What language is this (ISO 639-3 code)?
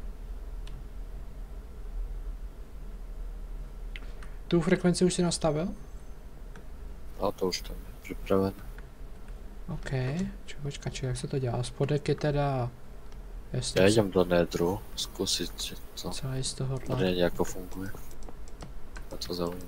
ces